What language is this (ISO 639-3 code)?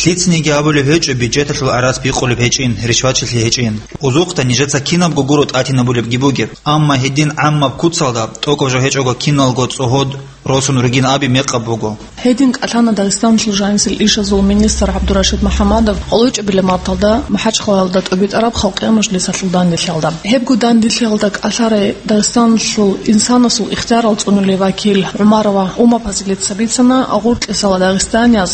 ava